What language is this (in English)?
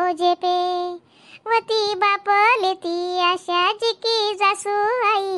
Khandesi